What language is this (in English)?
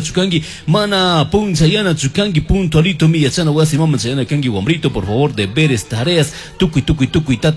Chimborazo Highland Quichua